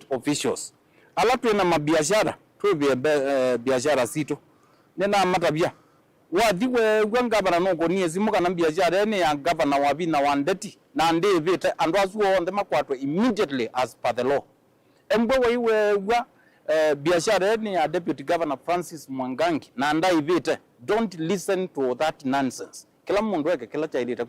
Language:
Kamba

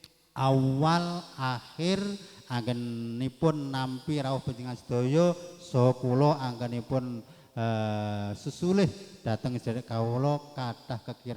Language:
Javanese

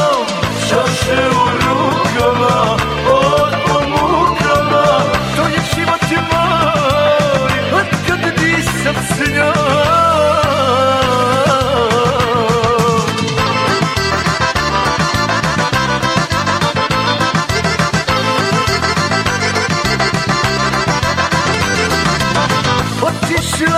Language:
Croatian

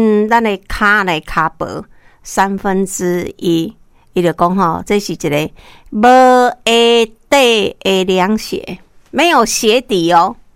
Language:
Min Nan Chinese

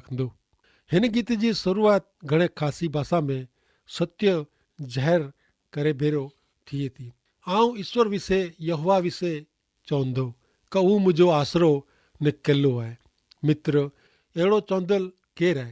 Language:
Kachhi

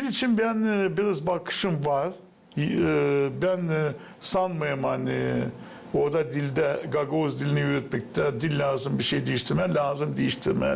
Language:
Gagauz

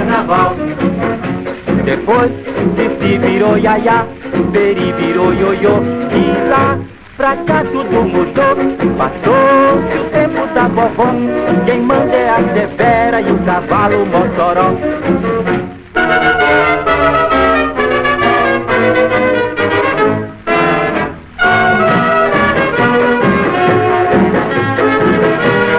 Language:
Portuguese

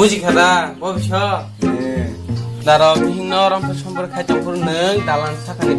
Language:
Kok Borok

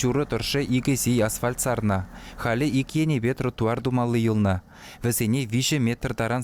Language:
Chuvash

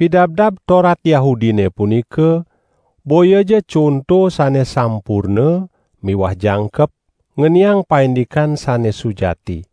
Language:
Balinese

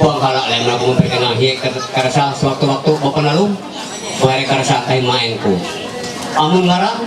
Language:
Ma'anyan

